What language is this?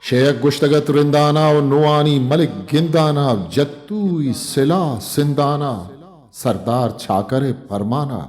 Eastern Balochi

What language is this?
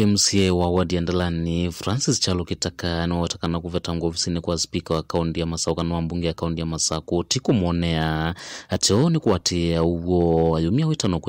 Kamba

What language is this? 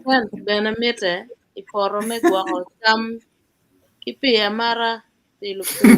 Acoli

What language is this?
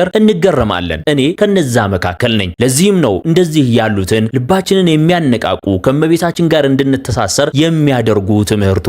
Amharic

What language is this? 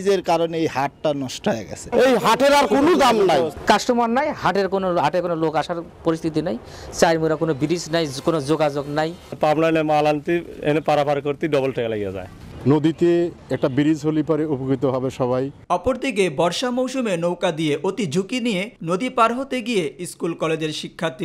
Bangla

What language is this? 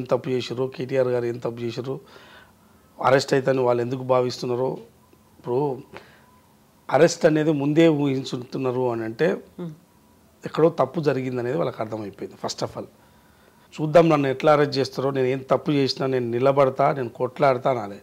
Telugu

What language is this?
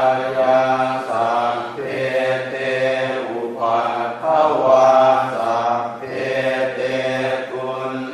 Pali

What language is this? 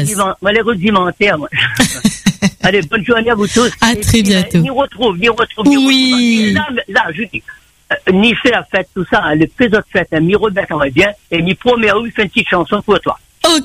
French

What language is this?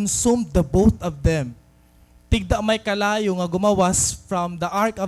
Waray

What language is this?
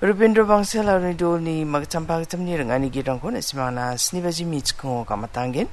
Garo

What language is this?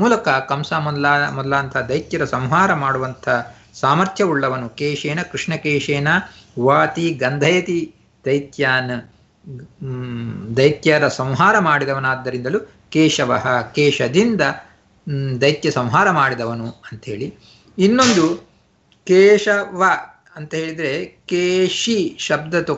Kannada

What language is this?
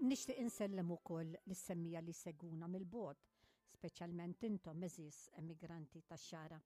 Maltese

